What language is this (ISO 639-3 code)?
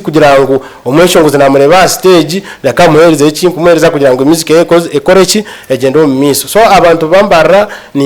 nyn